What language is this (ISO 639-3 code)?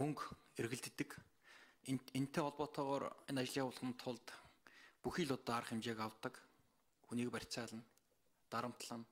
mon